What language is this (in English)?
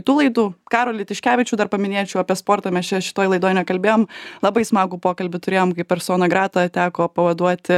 Lithuanian